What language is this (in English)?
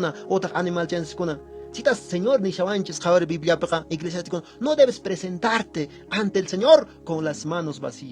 Quechua